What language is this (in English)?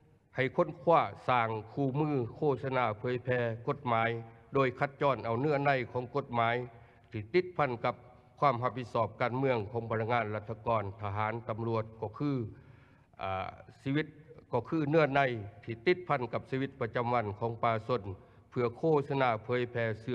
Lao